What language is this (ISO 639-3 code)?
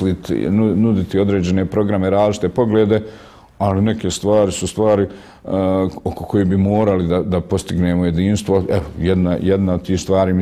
bos